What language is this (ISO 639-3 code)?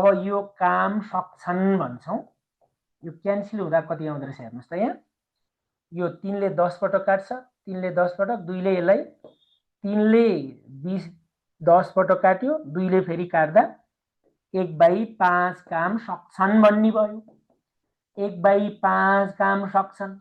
nep